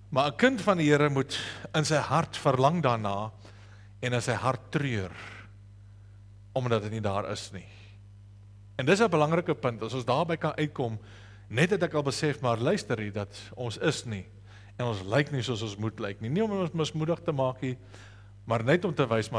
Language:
Afrikaans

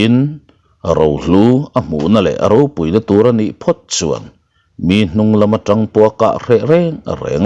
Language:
Mizo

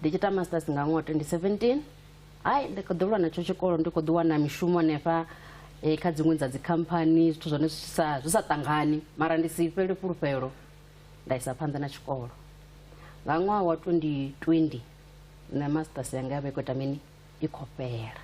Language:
Venda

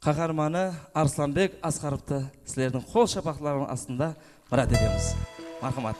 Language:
Kara-Kalpak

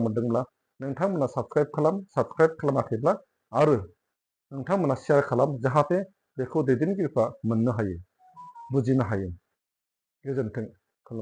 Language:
Bodo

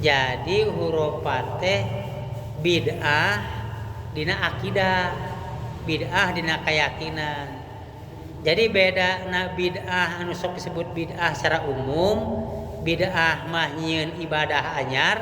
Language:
Sundanese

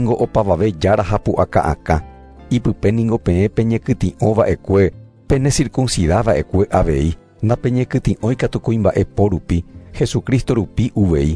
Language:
Guarani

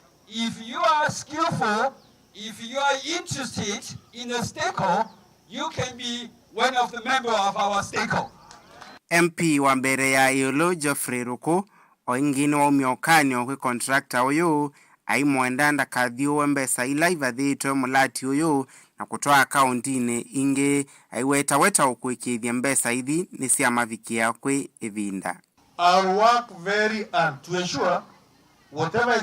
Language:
Kamba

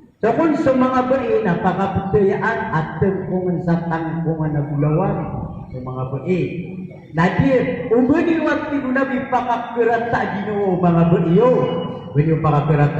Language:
Maranao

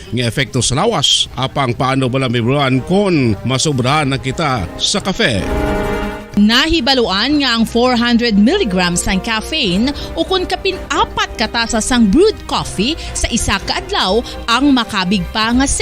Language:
Hiligaynon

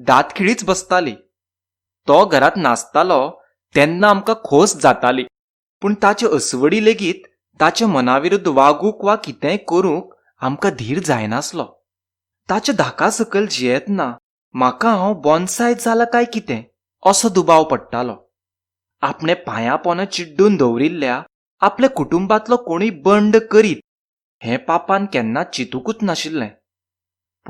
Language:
Konkani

